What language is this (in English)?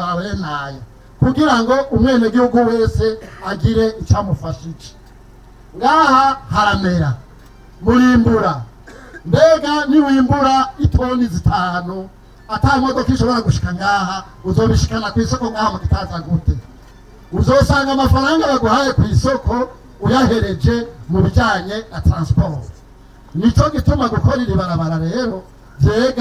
Rundi